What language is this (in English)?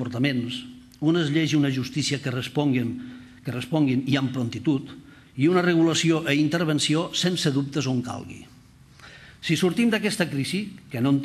Catalan